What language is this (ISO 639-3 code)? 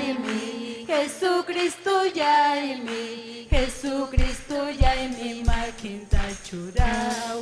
quy